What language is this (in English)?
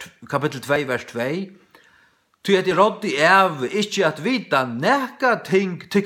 Faroese